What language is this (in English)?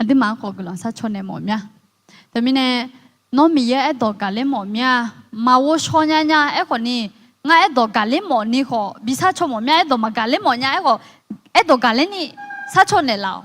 Akha